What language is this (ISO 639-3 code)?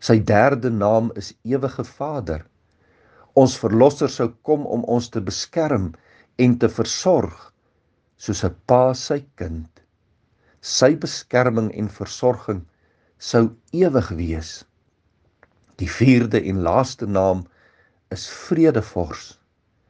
afr